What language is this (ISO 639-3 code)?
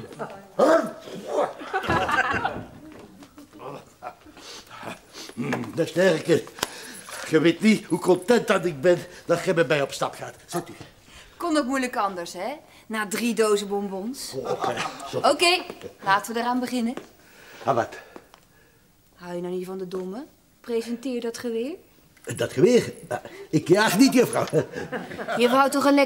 nld